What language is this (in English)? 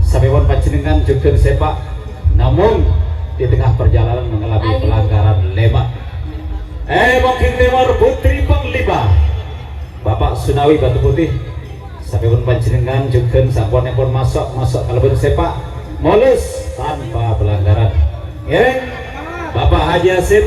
Madurese